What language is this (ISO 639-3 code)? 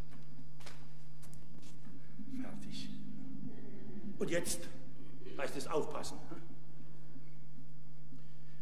deu